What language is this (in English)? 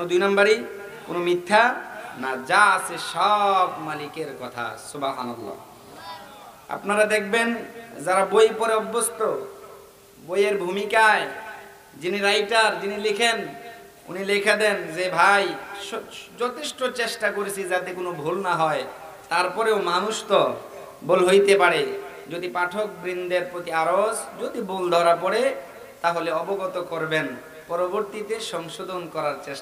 Bangla